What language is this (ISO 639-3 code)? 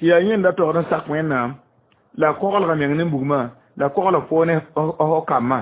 mos